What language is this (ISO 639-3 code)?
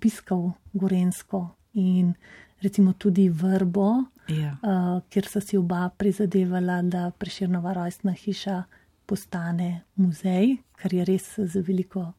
slv